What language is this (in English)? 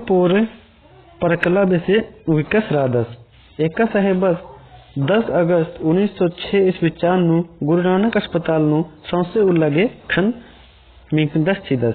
Kurukh